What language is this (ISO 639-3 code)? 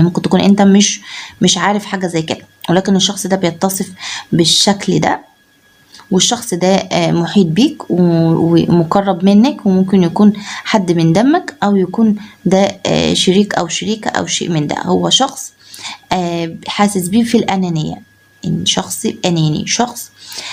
arz